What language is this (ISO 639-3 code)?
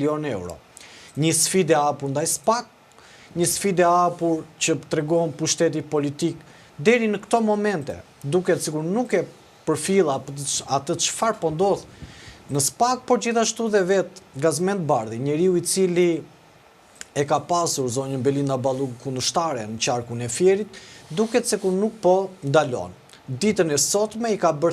sqi